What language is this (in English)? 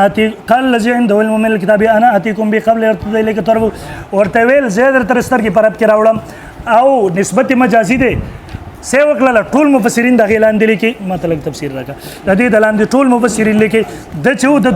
Pashto